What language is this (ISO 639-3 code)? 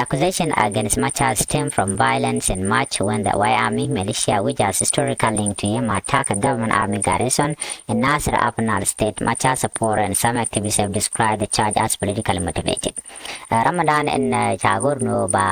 nus